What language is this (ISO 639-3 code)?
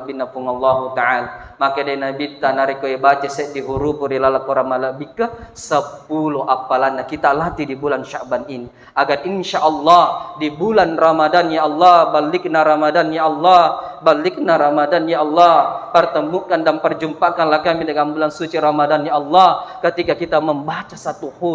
bug